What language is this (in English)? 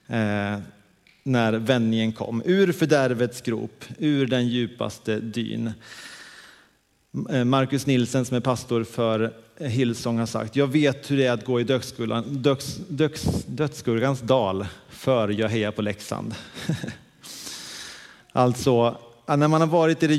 Swedish